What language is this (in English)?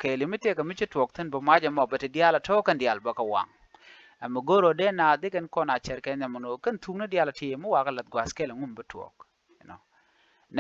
Nuer